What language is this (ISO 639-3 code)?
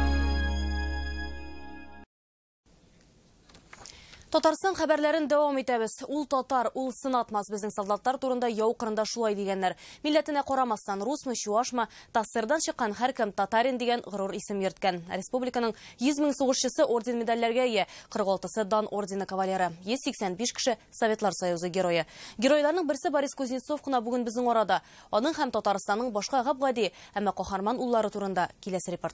tat